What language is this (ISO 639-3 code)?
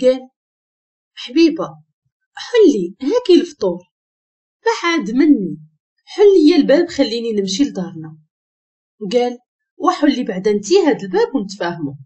ary